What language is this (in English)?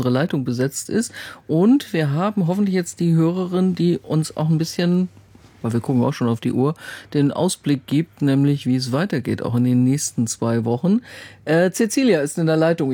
German